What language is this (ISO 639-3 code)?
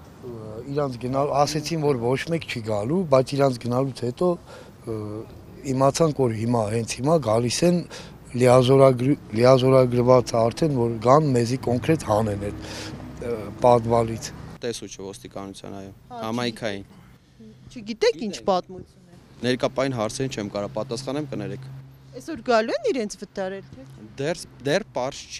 hye